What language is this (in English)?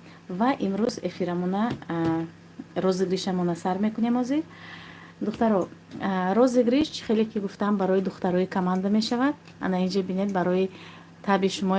Tajik